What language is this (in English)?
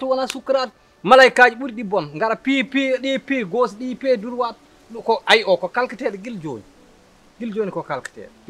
Fula